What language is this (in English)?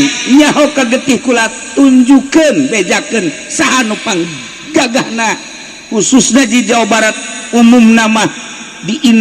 Sundanese